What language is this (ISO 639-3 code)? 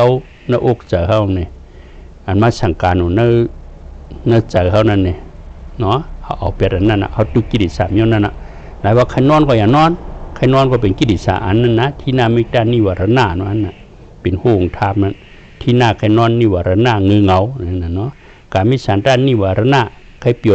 shn